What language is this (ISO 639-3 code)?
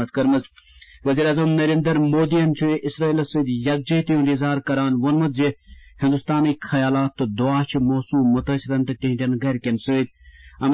kas